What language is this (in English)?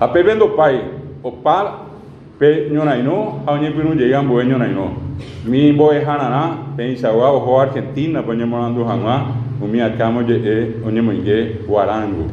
Guarani